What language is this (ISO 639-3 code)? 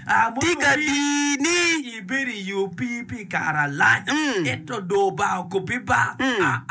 ach